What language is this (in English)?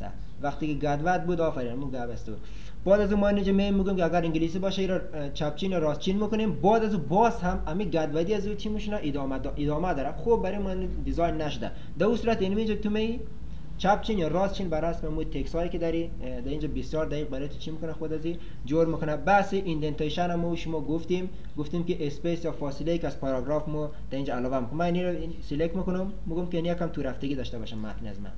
Persian